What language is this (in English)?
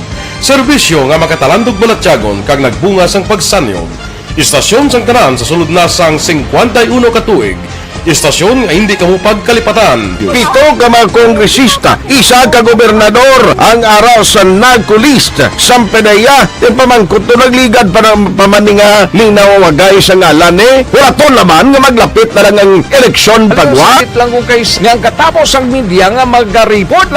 Hiligaynon